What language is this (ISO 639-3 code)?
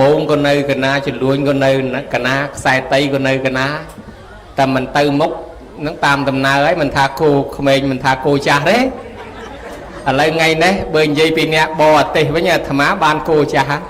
khm